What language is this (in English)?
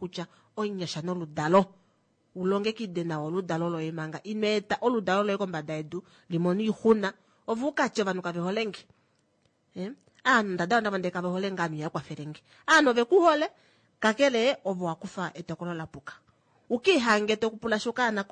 Kuanyama